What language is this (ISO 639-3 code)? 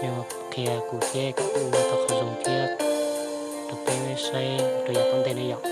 hmn